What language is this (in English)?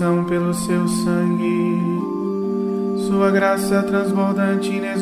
Portuguese